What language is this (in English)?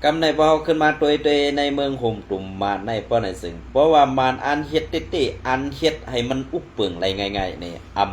Shan